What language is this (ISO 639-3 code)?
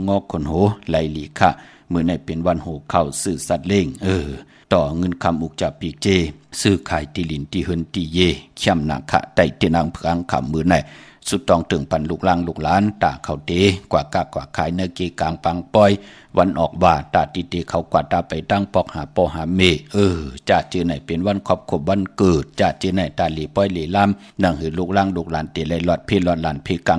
shn